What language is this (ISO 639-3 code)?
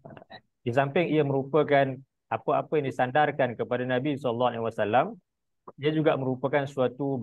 msa